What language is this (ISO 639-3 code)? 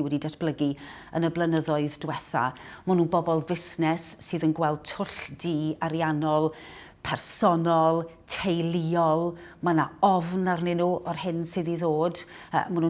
cym